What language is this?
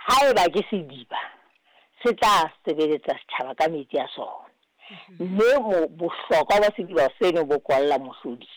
Southern Sotho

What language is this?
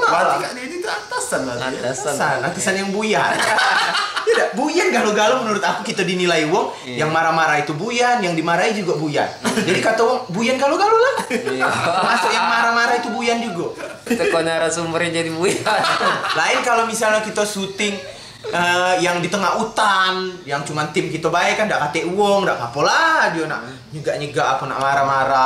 Musi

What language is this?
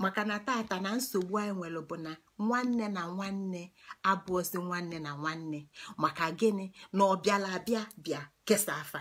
Igbo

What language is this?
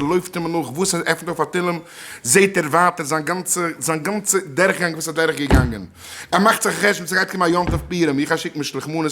Yiddish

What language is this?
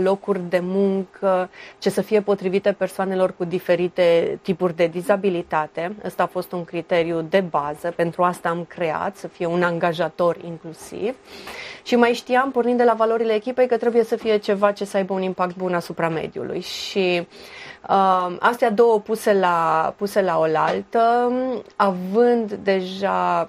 Romanian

